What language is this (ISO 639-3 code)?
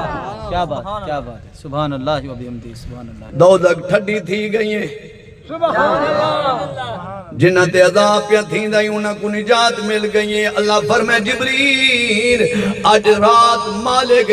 skr